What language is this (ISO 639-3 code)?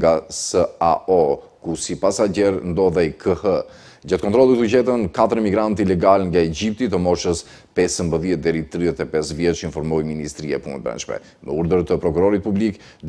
sqi